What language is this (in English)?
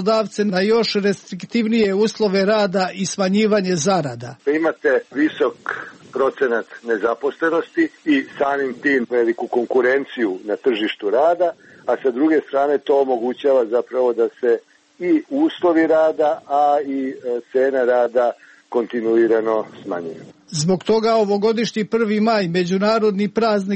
Serbian